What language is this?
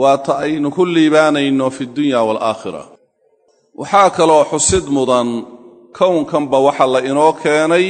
Somali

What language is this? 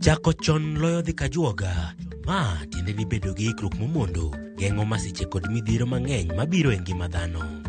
Luo (Kenya and Tanzania)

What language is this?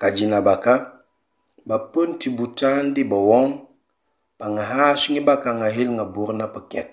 Mankanya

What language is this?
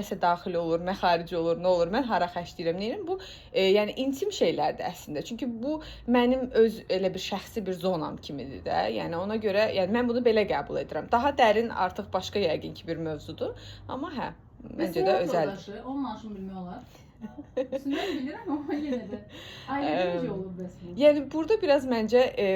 Azerbaijani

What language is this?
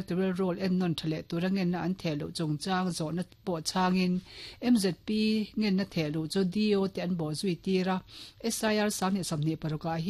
Mizo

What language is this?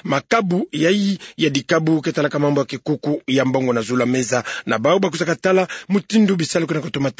Kituba (Democratic Republic of Congo)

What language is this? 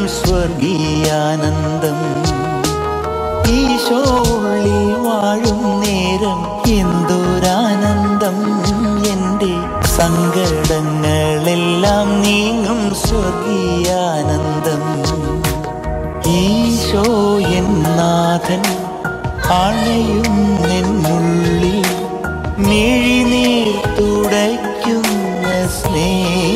Malayalam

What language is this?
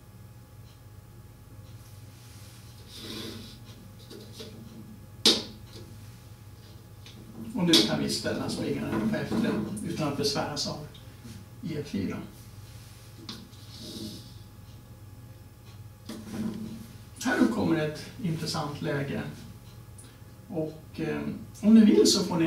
Swedish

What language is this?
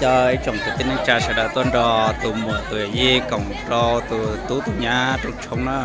Hmong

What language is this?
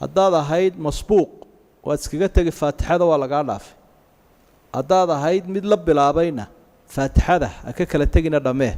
Somali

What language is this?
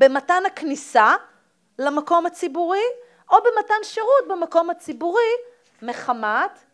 Hebrew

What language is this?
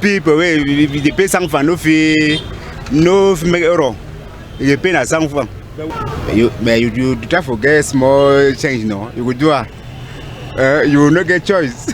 Cameroon Pidgin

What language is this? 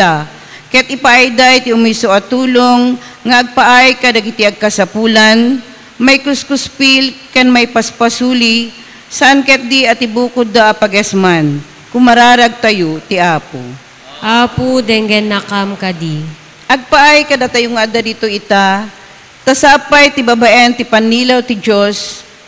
Iloko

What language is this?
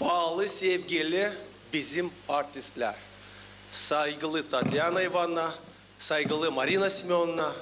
Gagauz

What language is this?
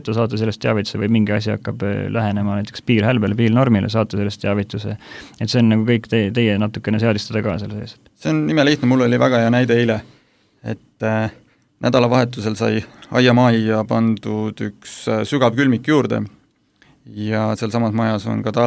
Estonian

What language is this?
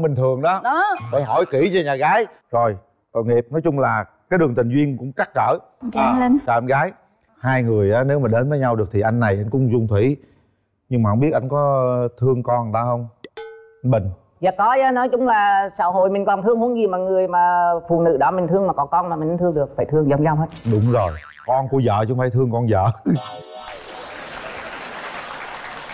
Vietnamese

